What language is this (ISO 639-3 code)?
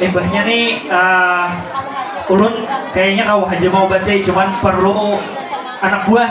bjn